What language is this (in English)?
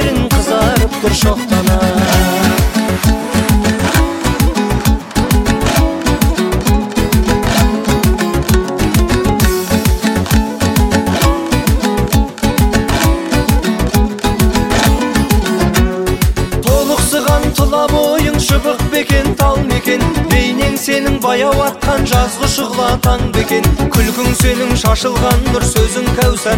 Kazakh